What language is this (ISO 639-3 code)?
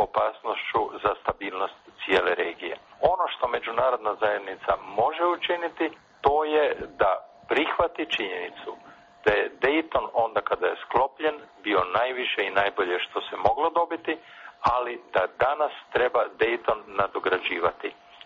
bos